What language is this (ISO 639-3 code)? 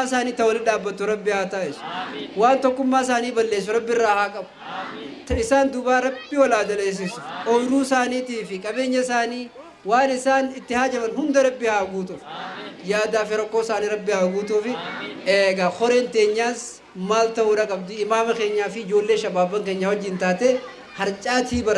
orm